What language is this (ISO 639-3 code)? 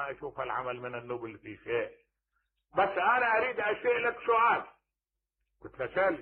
acm